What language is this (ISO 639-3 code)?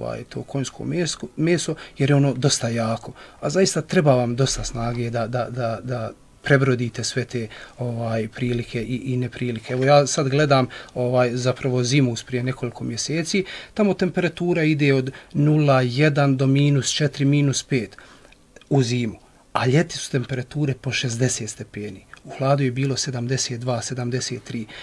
bos